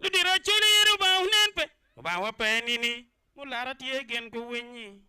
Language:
Acoli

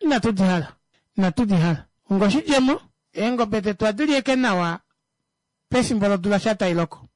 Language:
Kuanyama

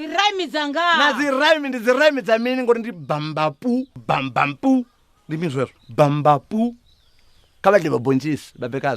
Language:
Venda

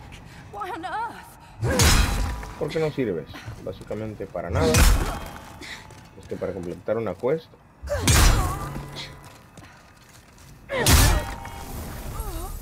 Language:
Spanish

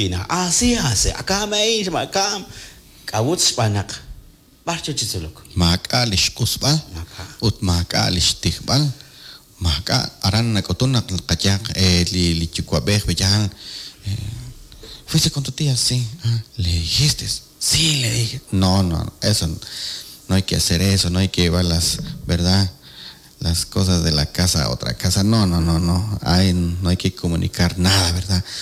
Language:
Kekchí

